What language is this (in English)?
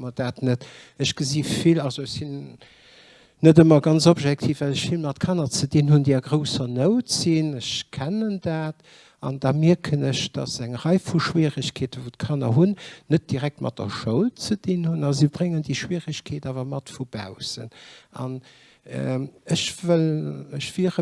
Luxembourgish